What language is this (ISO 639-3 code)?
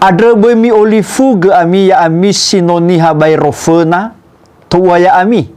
nia